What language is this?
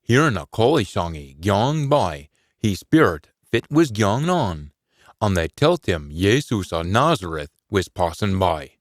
Scots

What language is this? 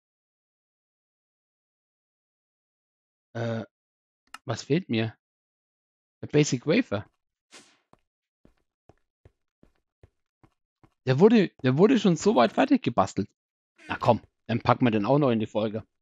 German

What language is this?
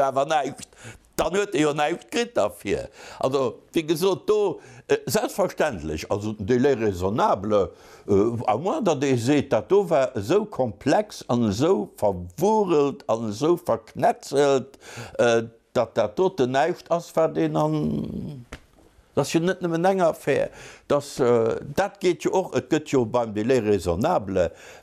Luxembourgish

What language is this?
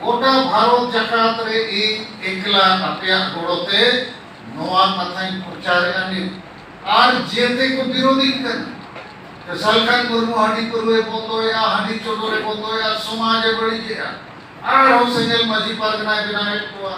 Santali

